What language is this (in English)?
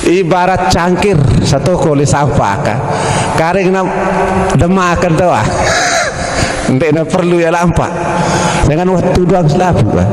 Sasak